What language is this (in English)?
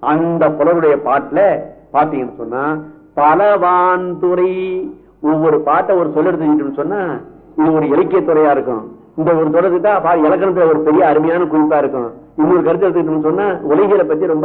Tamil